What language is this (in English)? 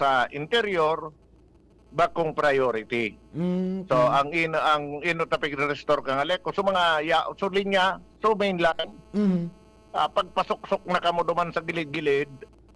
Bikol